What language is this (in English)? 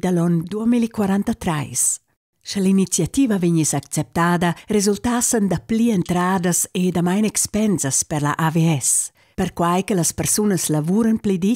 Romansh